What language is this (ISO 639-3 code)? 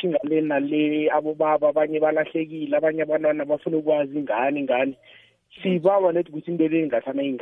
nbl